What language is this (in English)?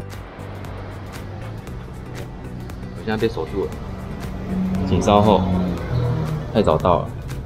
Chinese